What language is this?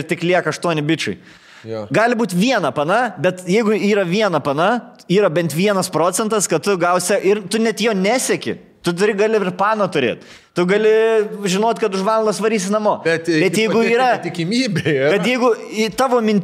Lithuanian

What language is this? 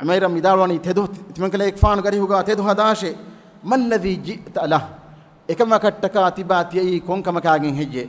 Divehi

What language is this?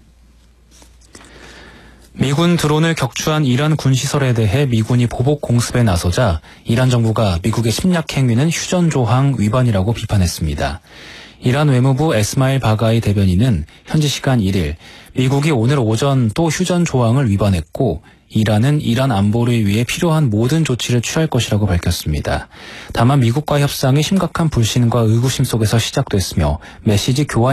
Korean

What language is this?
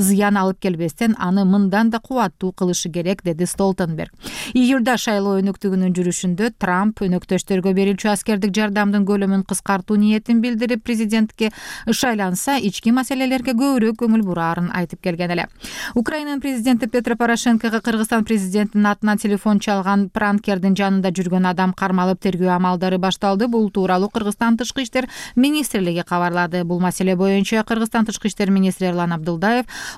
Kyrgyz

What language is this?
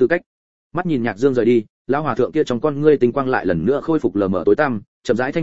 Vietnamese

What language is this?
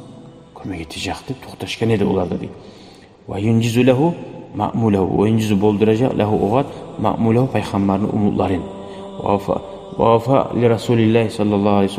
Kumyk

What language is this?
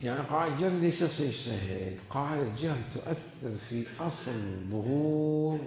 Mesopotamian Arabic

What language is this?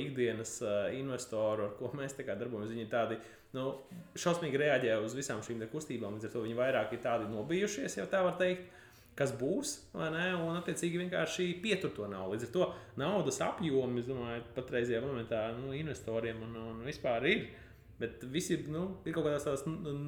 Latvian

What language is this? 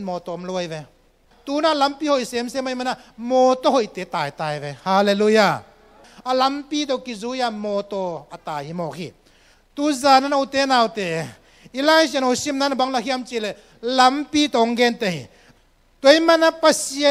Tedim Chin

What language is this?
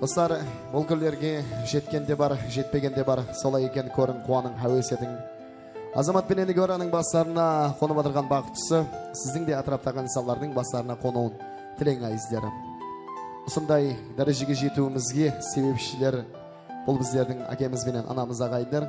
Kara-Kalpak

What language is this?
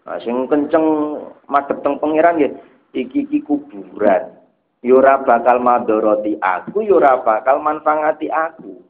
Javanese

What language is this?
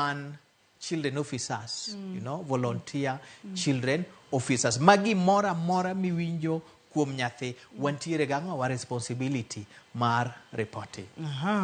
Luo (Kenya and Tanzania)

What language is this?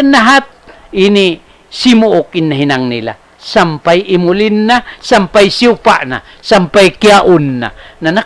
Tausug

